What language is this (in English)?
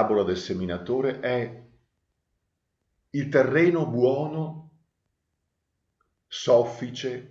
Italian